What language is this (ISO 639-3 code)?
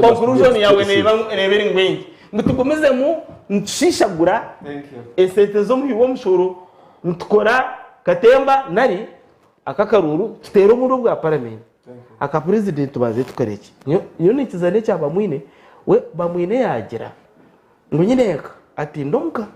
nyn